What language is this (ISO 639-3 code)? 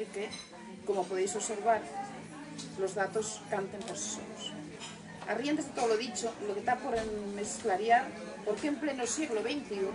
ast